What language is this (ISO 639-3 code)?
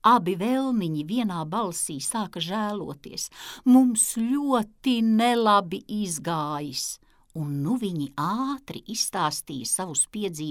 lav